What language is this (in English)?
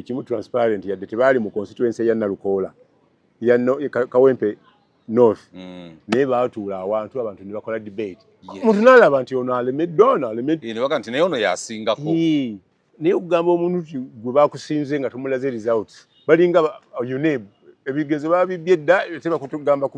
Ganda